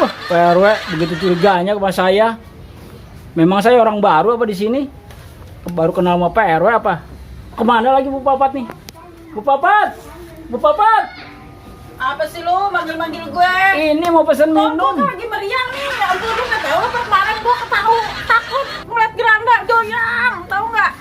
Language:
Betawi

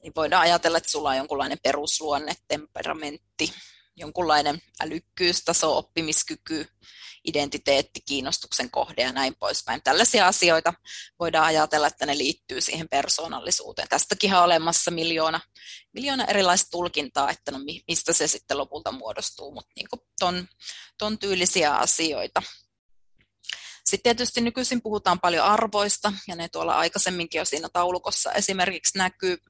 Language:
Finnish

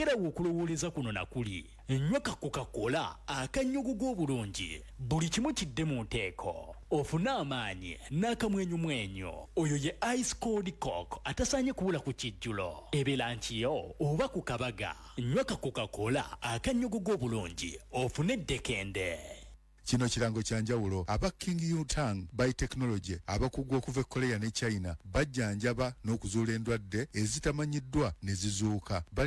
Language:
Ganda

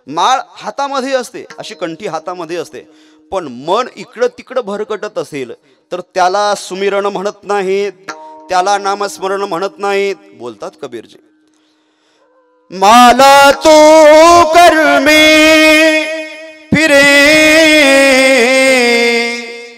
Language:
Marathi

